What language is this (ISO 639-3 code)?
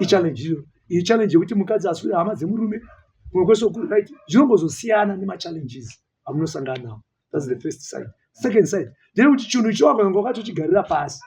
sna